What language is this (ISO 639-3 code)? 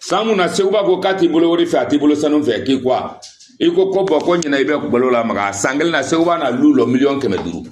bam